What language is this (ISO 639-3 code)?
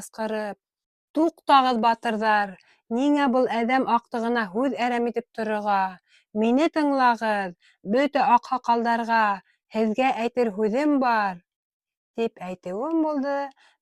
bak